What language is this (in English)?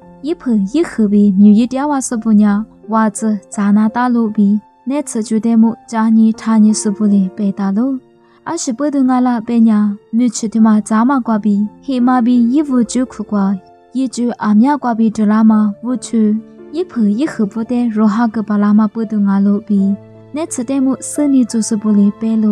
Lisu